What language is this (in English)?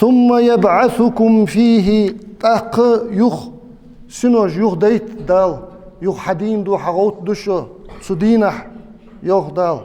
Ingush